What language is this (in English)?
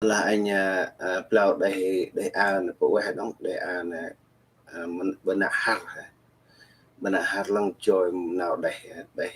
Central Mnong